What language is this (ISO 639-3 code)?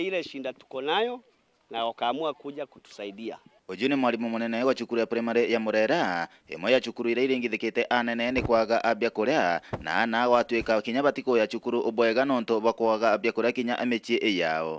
mer